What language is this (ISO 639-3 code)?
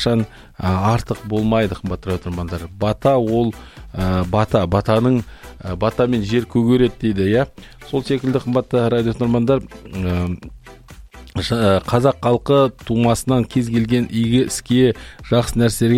kaz